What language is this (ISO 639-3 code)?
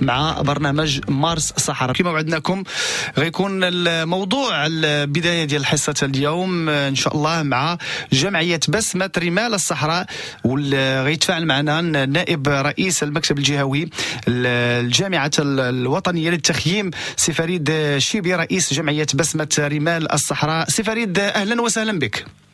ary